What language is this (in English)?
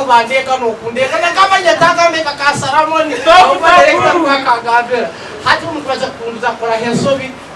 Nyankole